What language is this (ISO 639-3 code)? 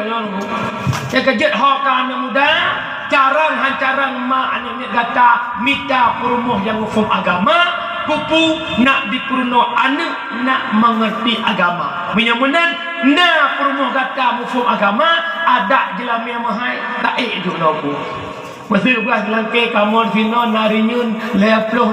ace